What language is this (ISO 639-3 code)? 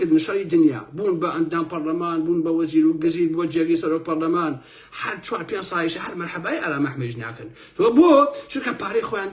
ckb